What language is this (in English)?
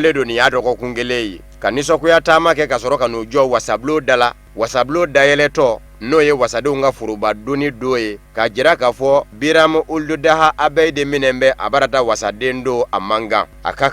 Bambara